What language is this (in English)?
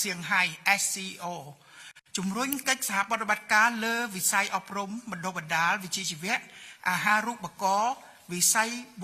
Khmer